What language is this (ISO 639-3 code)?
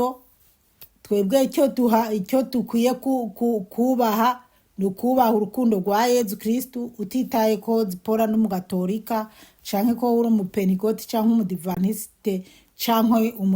run